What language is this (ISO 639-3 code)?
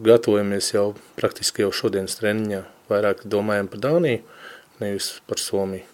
lav